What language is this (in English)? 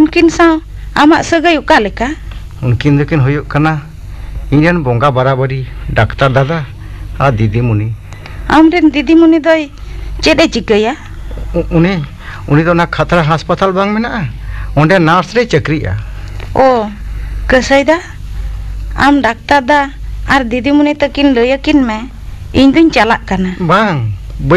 Santali